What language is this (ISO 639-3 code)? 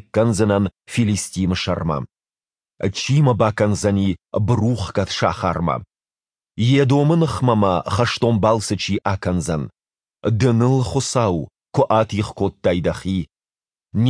oss